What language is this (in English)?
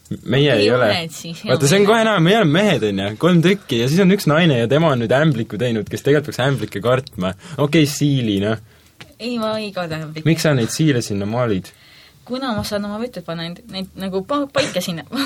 Estonian